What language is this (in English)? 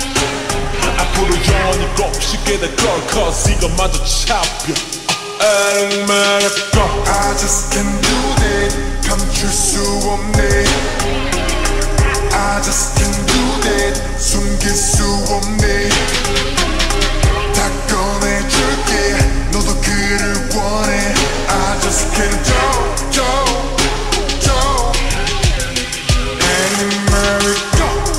Korean